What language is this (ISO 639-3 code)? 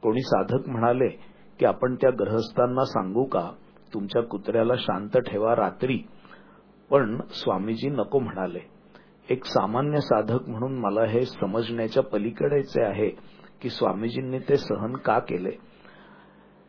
mar